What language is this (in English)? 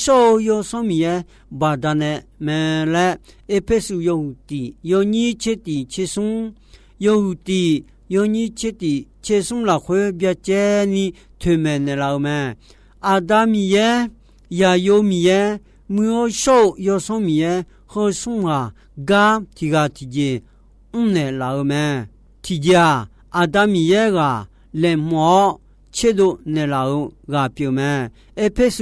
Akha